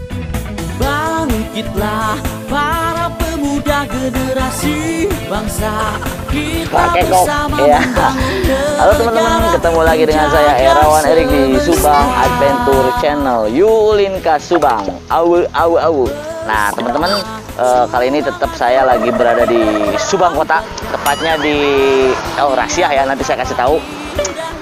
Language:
Indonesian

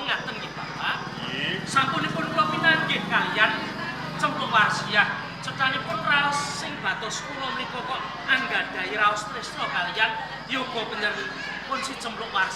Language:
Javanese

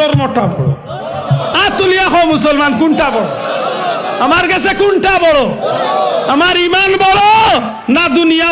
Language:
Sylheti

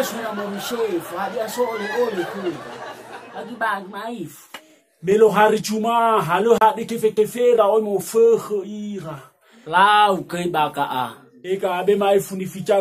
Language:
Nias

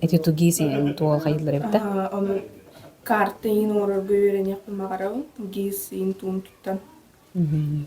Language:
Yakut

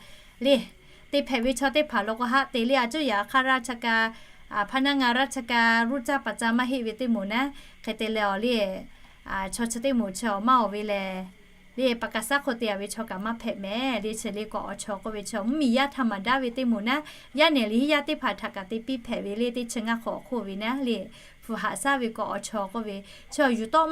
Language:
Lahu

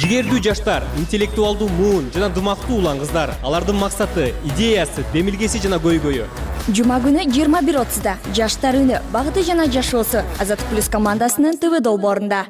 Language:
Kyrgyz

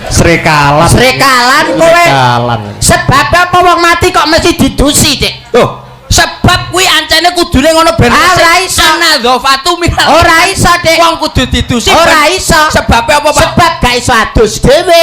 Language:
Javanese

